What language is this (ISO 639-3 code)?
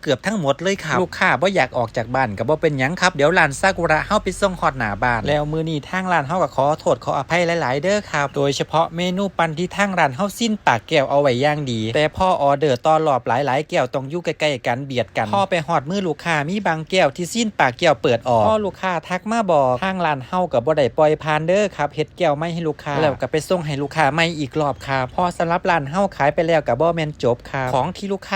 tts